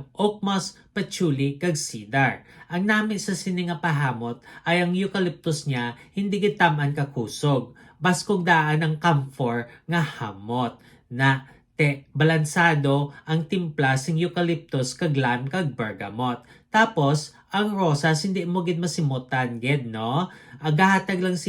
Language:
Hiligaynon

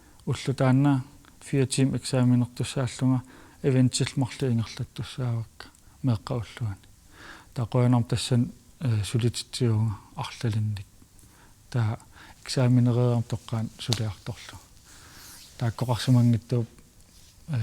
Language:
Kalaallisut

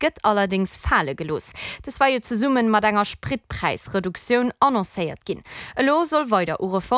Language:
Luxembourgish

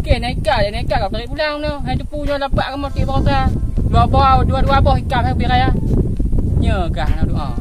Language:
Achinese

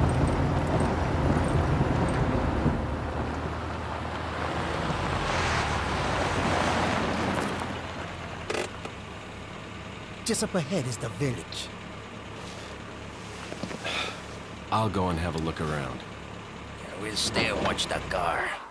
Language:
English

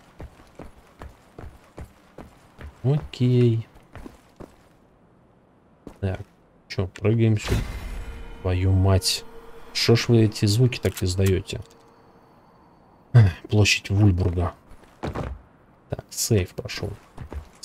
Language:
Russian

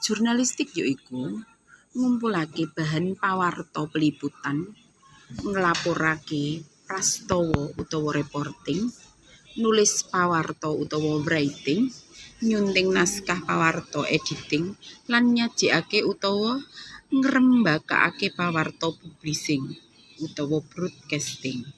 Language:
Javanese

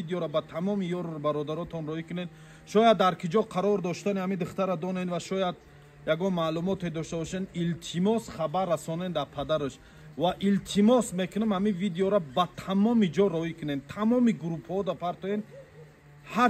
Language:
Tajik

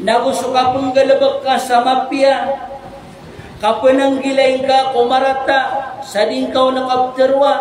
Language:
Maranao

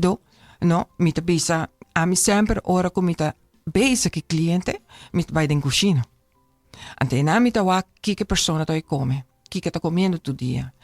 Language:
Papiamento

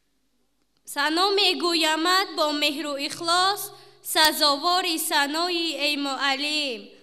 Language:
Persian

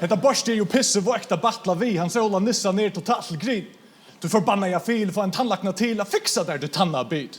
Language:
Faroese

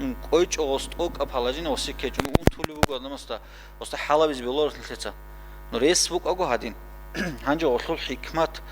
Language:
Avaric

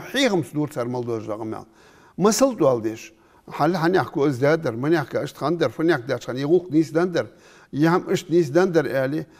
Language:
Ingush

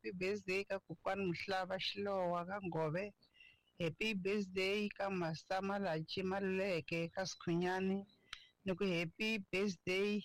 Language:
Tsonga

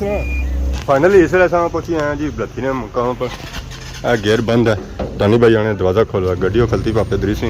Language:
Pahari-Potwari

